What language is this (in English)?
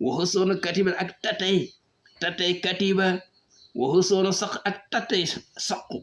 Wolof